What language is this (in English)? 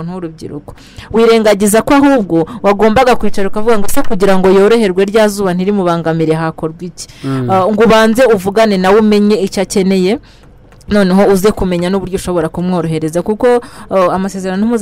Kinyarwanda